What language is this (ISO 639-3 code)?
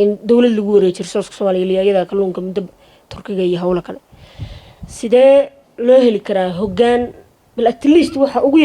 som